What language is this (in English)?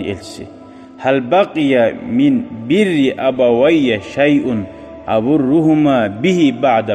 Kumyk